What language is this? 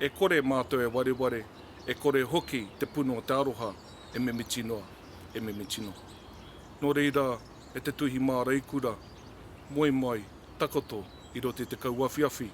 Māori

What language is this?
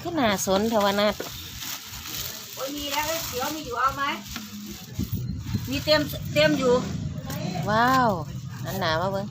Lao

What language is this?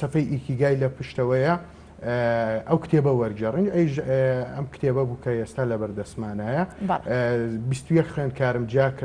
Central Kurdish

